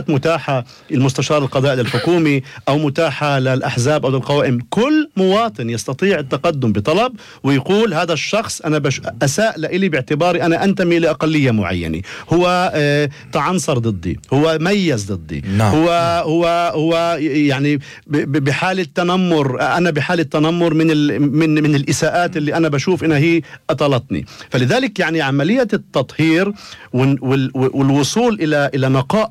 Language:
North Levantine Arabic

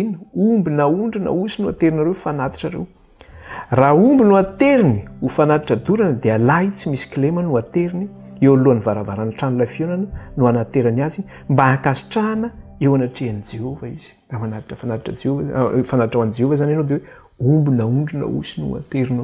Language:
Malagasy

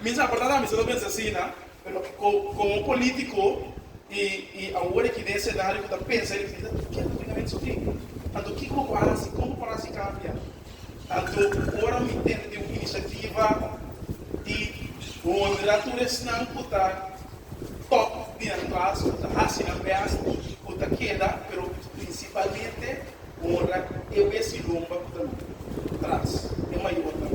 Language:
Papiamento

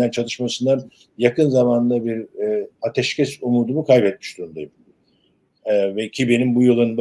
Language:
Turkish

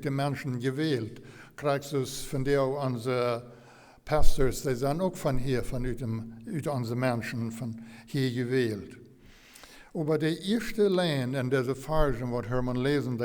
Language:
Plautdietsch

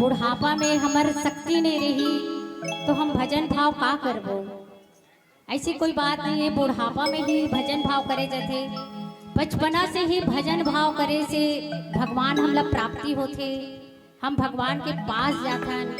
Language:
Chhattisgarhi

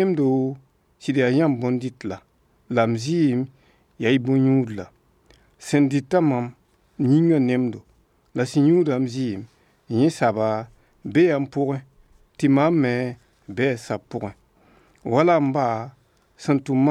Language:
Mossi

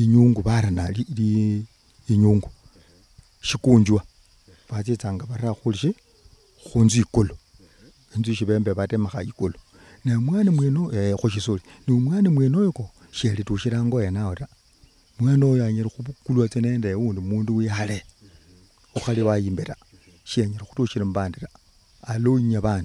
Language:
Luyia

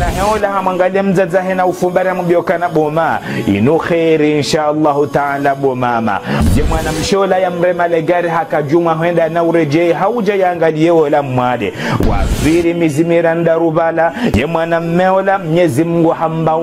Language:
Ngazidja Comorian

